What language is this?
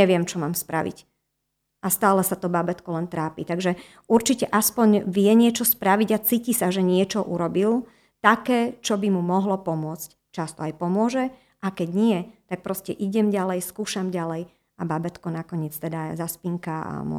Slovak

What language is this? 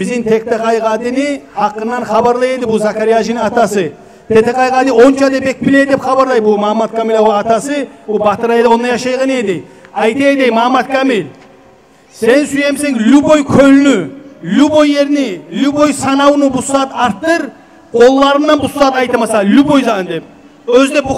Kumyk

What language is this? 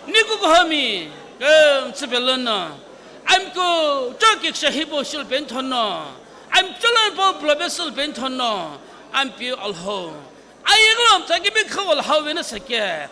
Sumi Naga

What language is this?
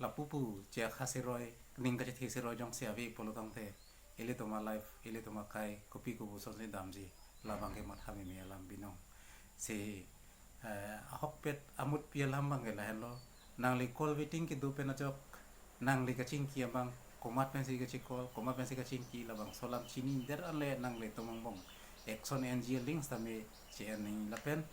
Karbi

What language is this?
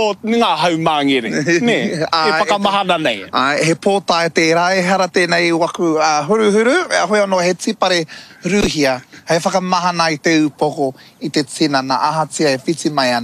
Māori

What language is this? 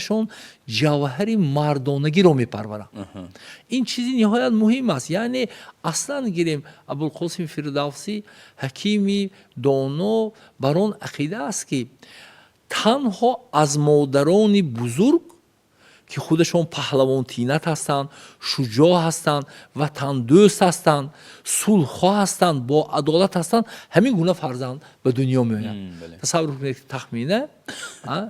Tajik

